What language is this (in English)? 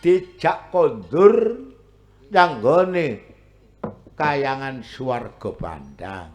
Javanese